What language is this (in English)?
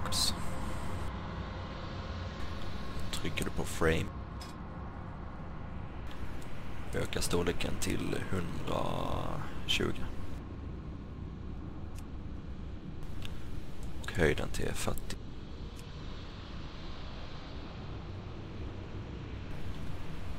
Swedish